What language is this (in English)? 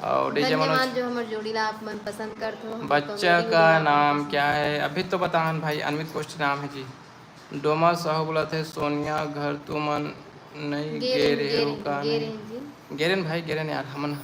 Chhattisgarhi